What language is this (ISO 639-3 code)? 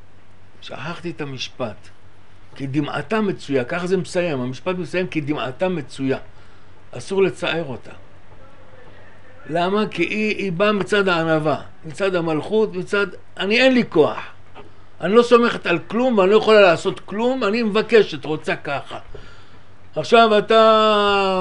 heb